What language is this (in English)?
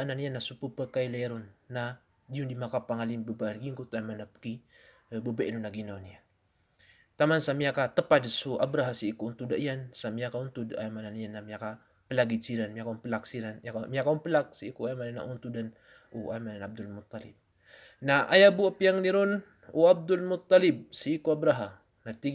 Maranao